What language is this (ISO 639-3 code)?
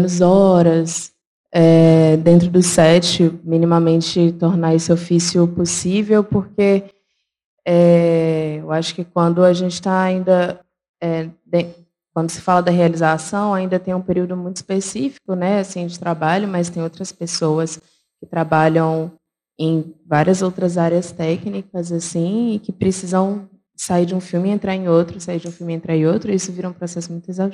por